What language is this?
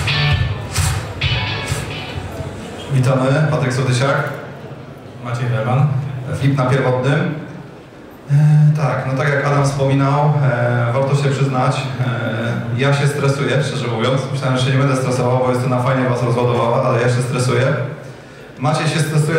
Polish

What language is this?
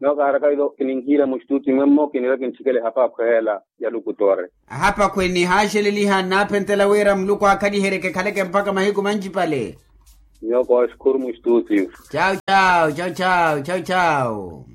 Makhuwa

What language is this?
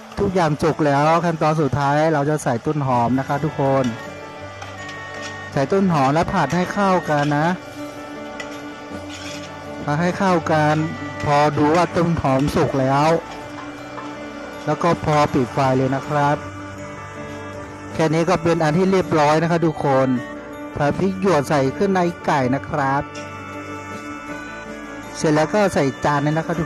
Thai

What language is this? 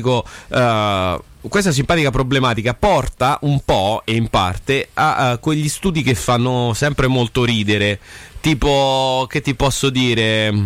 Italian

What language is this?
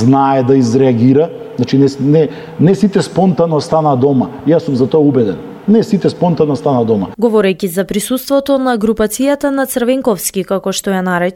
Macedonian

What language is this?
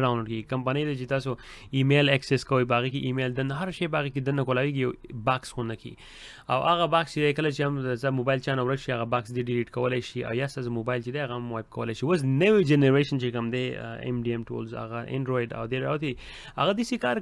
Pashto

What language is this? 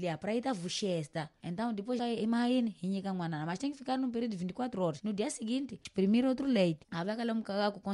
Tsonga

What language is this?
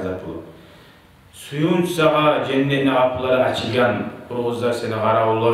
Kumyk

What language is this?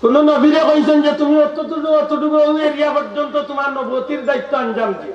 Sylheti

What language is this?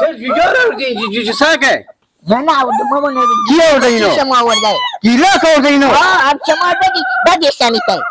Hazaragi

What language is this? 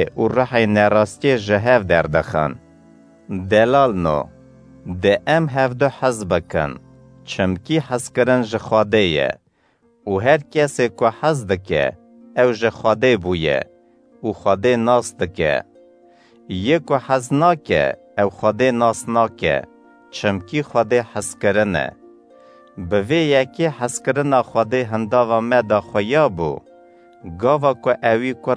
Kurdish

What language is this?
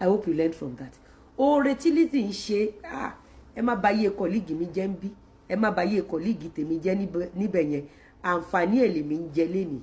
Yoruba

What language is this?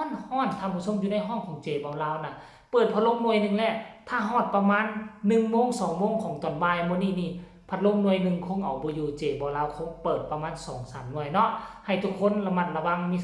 Northeastern Thai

